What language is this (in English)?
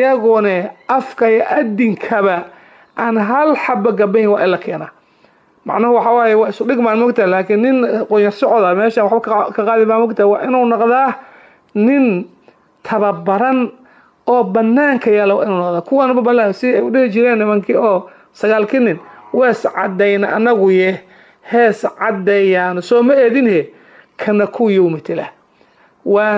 Somali